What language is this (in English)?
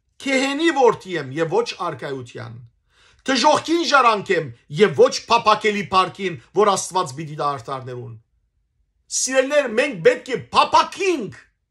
Western Armenian